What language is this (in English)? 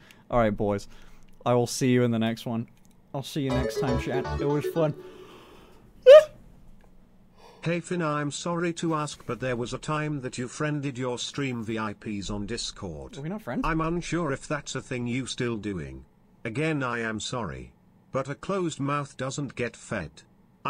English